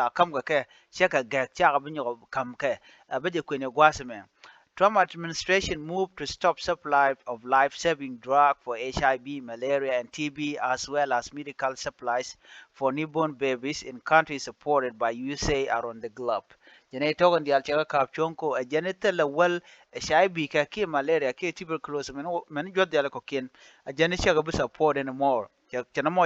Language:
Nuer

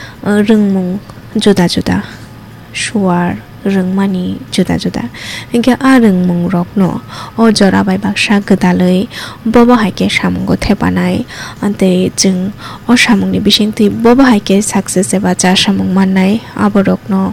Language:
Kok Borok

